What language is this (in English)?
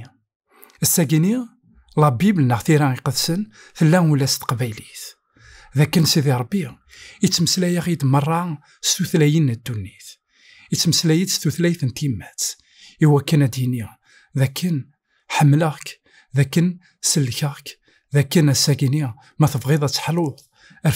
Kabyle